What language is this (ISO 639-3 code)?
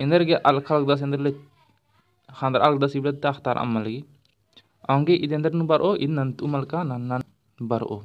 kru